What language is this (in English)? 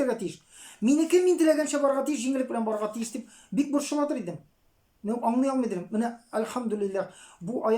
Tatar